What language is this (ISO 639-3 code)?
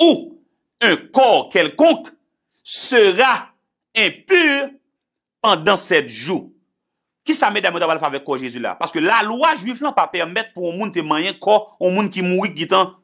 hat